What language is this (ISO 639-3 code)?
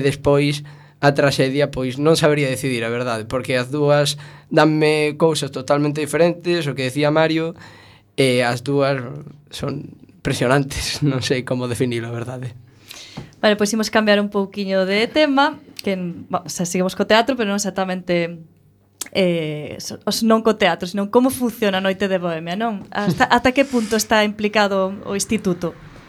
glg